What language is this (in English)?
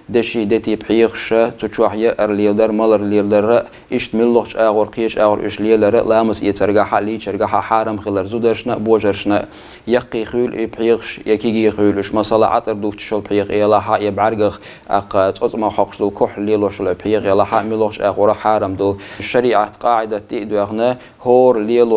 Chechen